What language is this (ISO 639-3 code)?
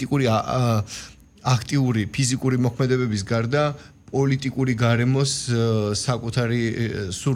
kat